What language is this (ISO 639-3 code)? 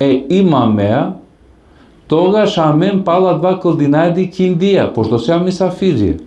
rmn